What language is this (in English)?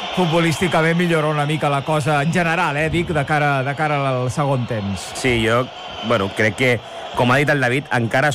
Catalan